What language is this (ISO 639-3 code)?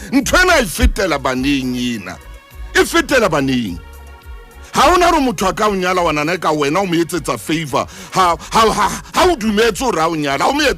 sot